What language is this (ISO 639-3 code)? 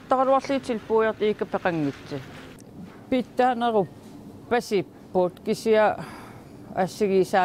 kal